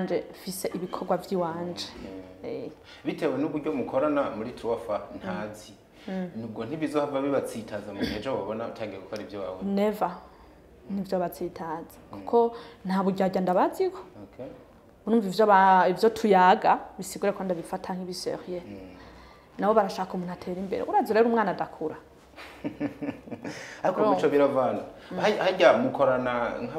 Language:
Rundi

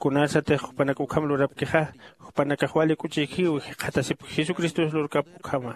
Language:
Aymara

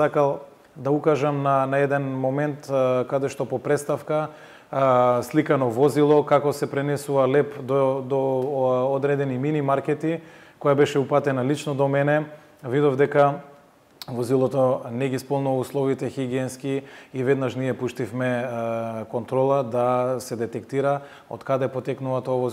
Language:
Macedonian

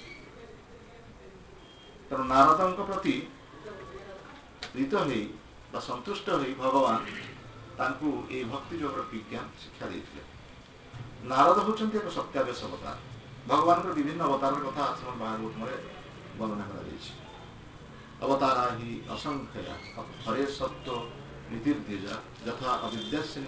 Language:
Odia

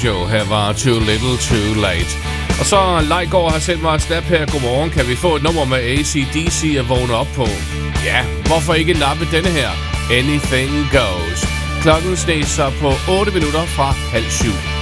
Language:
Danish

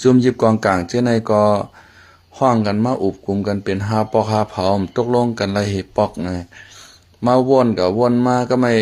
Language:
Shan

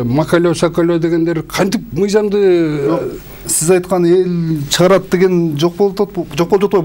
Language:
Kyrgyz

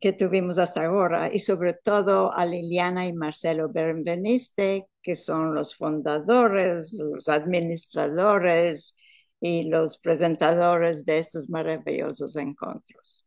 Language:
Ladino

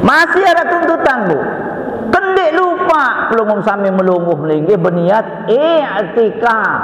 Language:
Sasak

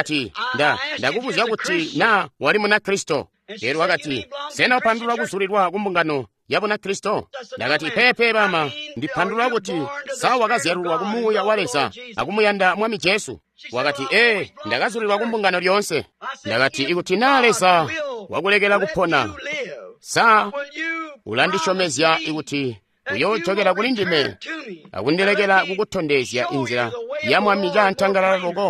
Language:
Tonga (Zambia)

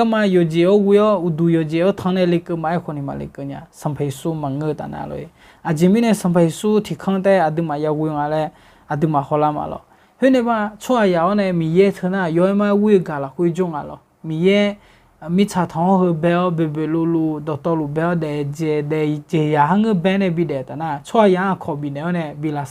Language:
Akha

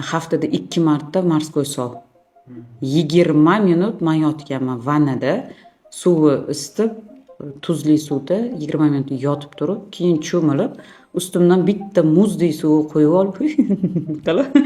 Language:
Uzbek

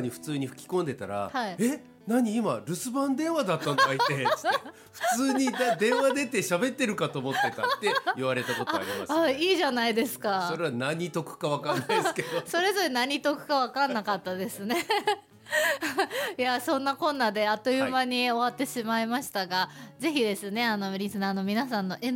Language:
Japanese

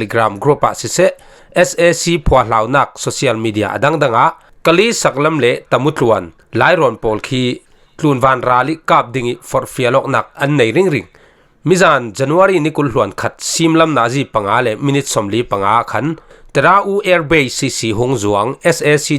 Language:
Falam Chin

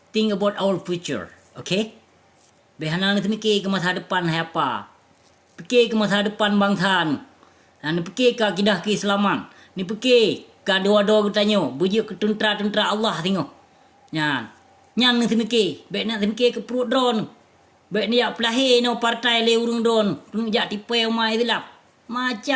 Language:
Achinese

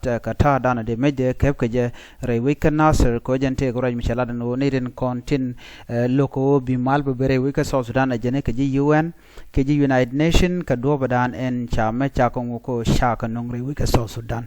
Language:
Nuer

